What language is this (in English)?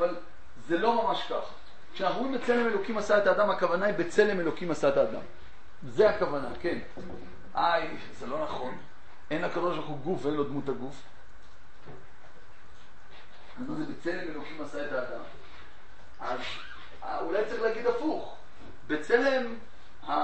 Hebrew